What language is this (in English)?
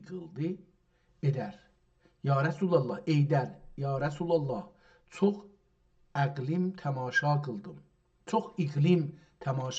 South Azerbaijani